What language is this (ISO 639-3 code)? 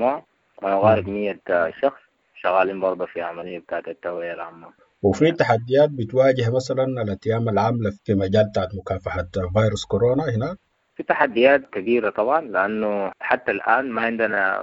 apd